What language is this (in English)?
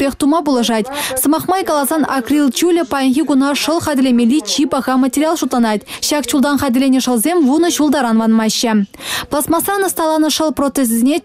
Chuvash